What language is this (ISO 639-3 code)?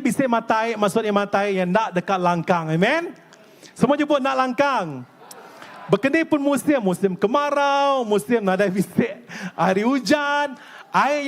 iba